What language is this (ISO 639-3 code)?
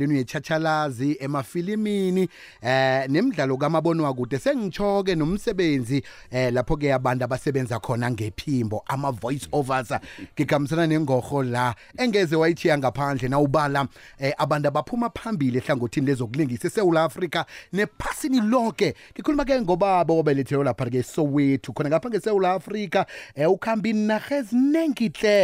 nbl